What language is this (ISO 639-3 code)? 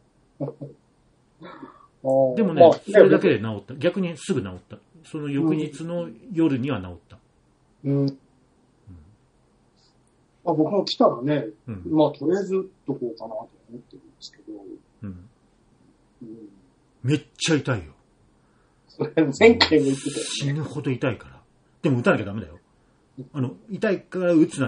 jpn